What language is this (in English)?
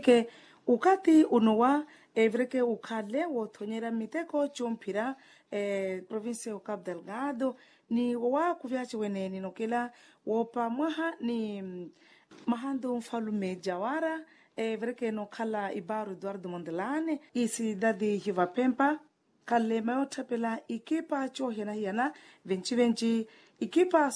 Makhuwa